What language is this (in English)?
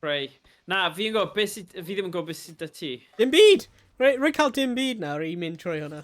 Welsh